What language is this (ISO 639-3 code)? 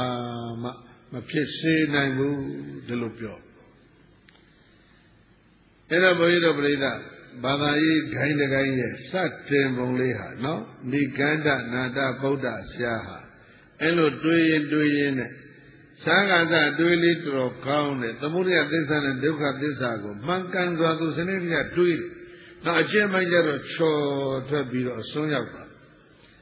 mya